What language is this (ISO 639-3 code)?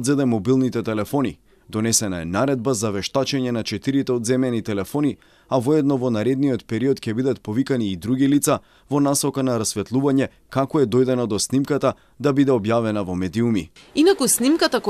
mkd